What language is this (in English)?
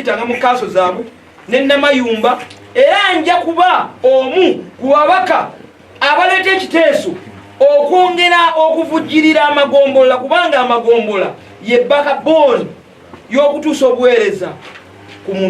Ganda